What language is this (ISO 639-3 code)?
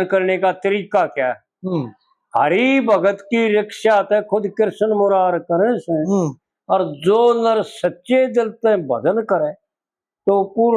bgc